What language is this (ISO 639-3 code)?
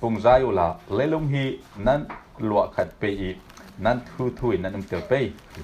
cfm